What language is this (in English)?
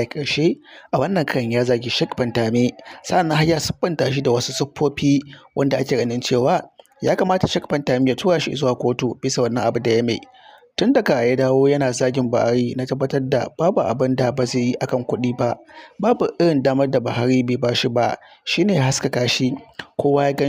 Hausa